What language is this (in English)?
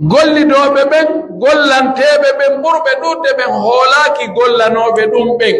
Pular